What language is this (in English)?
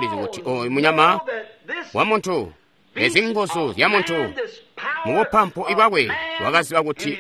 Tonga (Zambia)